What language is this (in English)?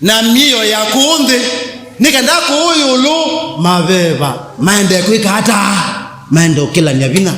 Kamba